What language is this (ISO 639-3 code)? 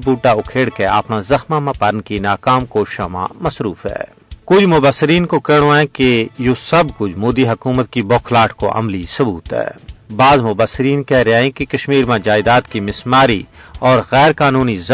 gju